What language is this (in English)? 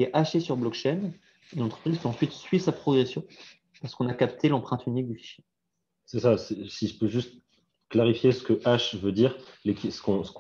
French